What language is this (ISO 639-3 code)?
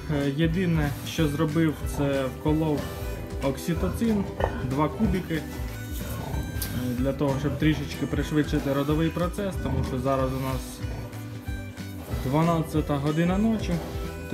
ukr